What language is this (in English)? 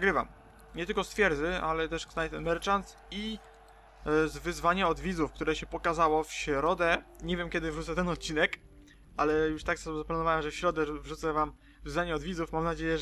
Polish